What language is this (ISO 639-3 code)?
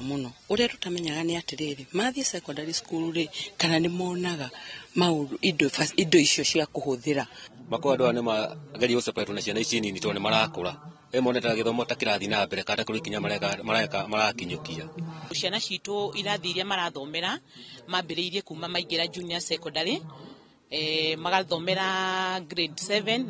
kik